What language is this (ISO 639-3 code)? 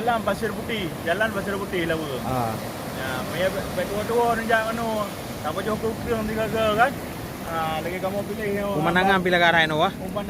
ace